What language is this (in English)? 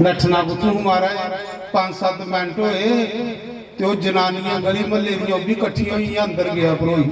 Dogri